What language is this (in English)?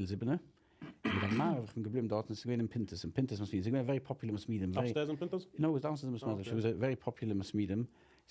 Yiddish